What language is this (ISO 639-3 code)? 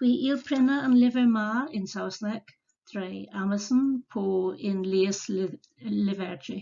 cor